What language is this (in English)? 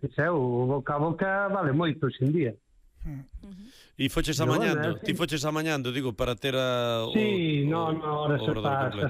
Galician